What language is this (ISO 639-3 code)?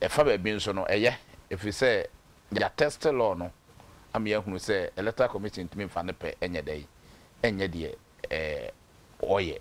aka